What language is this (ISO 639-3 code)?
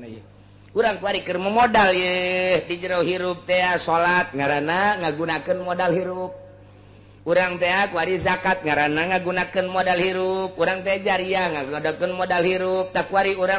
sun